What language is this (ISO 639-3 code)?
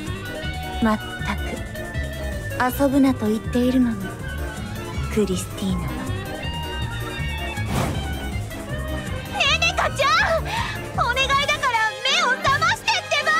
jpn